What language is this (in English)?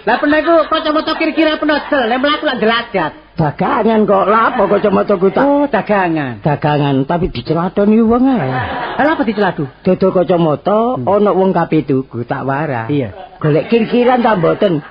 Javanese